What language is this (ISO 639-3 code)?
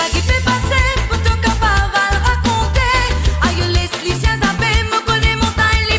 mfe